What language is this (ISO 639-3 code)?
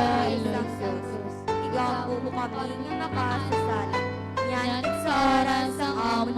hil